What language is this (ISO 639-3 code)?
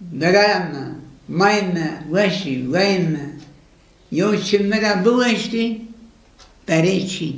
zza